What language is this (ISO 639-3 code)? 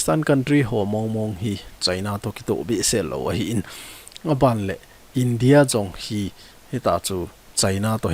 tcz